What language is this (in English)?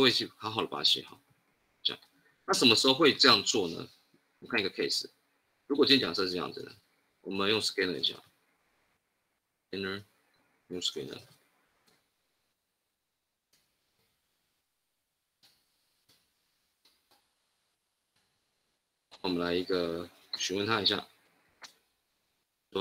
Chinese